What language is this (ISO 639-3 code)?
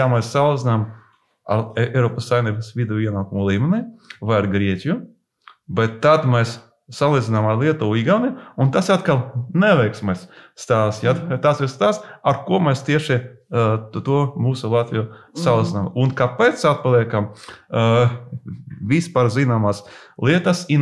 lav